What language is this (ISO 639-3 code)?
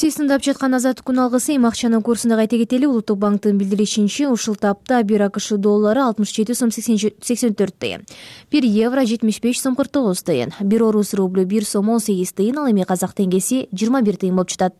kir